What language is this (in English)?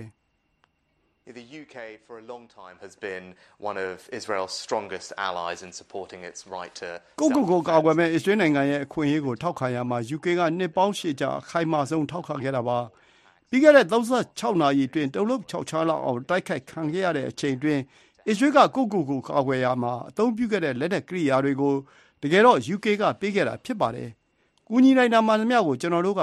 Burmese